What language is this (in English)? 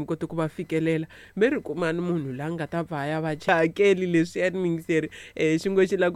Tsonga